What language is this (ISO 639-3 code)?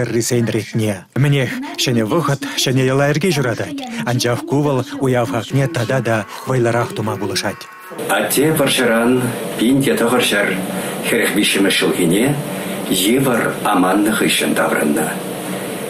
chv